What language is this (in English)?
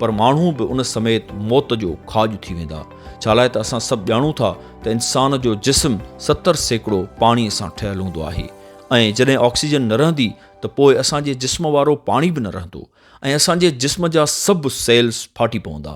Sindhi